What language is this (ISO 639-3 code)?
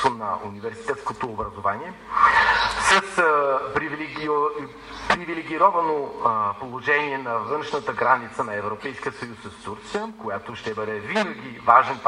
bul